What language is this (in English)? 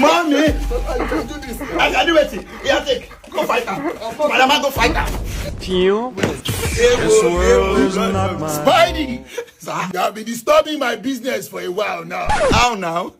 Nigerian Pidgin